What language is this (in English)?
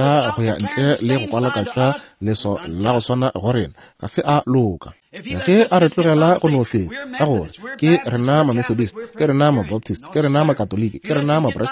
Northern Sotho